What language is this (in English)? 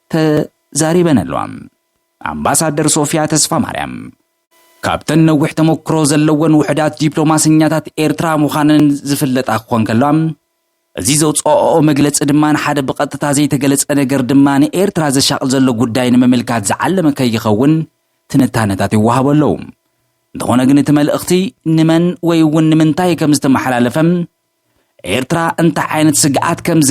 Tigrinya